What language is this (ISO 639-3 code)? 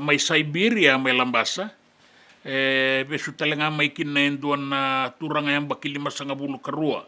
fij